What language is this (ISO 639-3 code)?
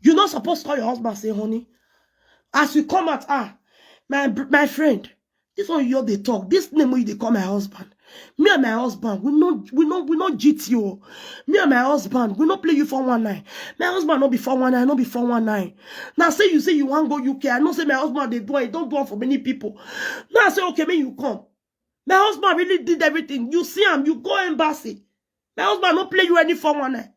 pcm